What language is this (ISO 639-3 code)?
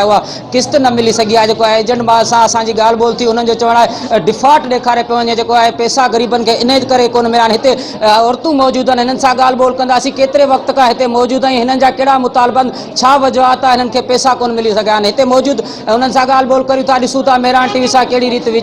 snd